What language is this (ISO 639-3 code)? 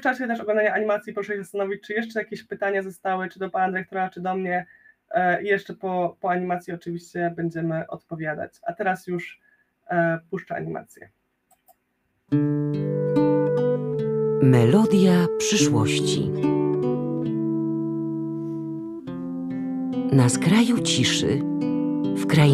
pol